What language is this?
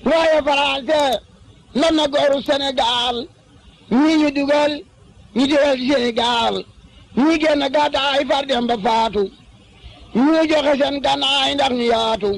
Wolof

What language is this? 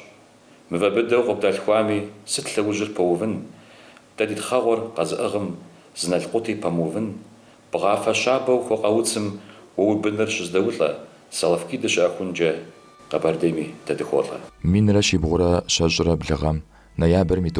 Kabardian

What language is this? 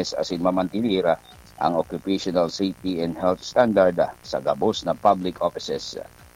Bikol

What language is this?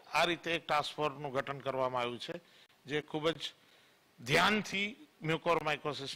Gujarati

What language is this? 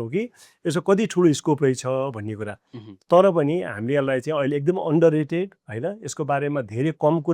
Nepali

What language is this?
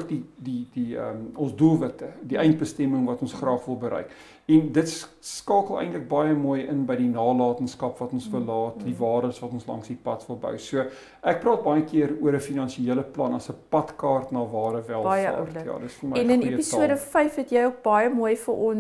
Afrikaans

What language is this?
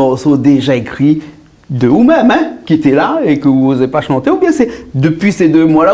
Réunion Creole French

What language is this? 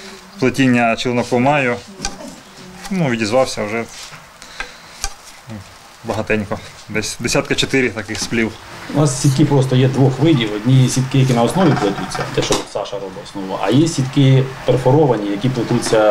Ukrainian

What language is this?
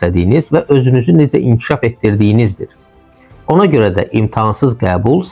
Azerbaijani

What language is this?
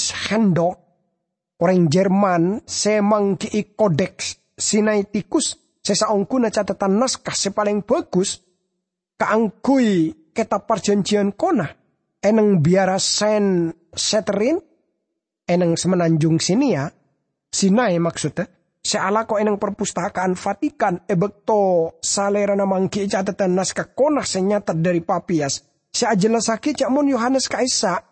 Madurese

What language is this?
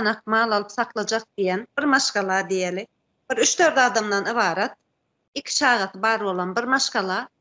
Turkmen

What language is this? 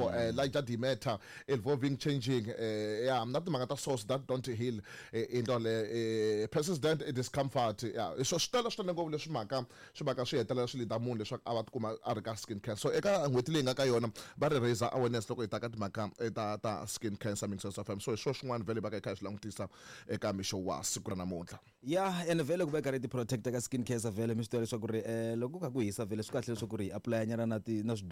Tsonga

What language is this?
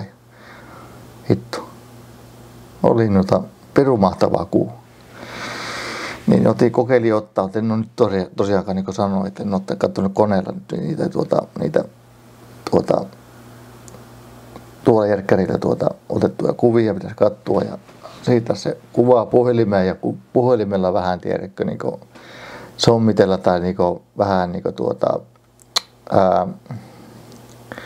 Finnish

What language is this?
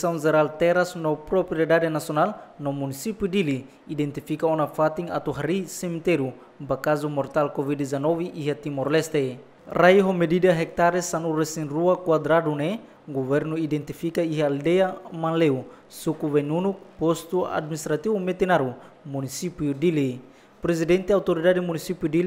Tetum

